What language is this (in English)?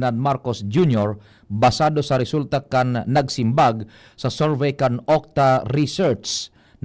Bikol